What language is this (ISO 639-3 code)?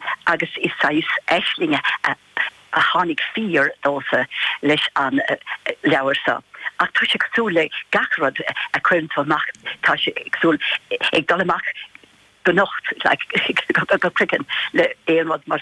gle